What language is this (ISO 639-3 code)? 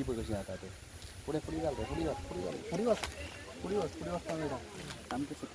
kok